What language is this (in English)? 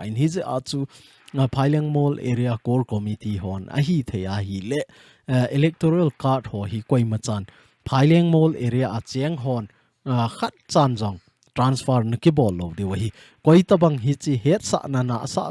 Thado Chin